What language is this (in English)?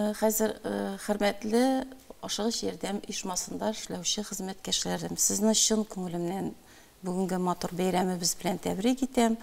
Tatar